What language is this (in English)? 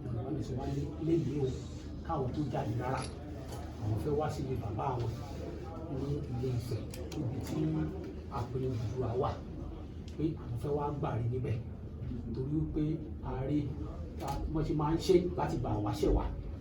Yoruba